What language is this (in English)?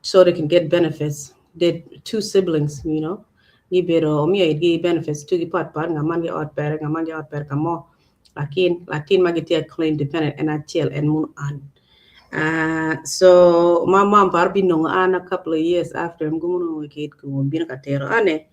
Acoli